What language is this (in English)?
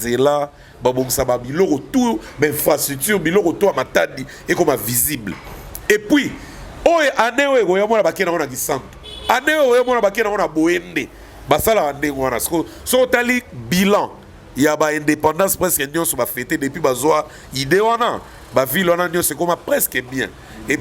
Lingala